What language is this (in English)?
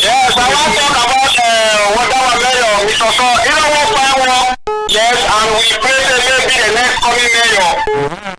Cameroon Pidgin